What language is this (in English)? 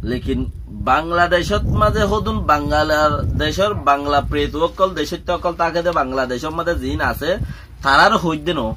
Rohingya